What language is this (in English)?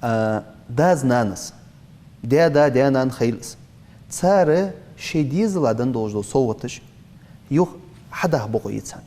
Ingush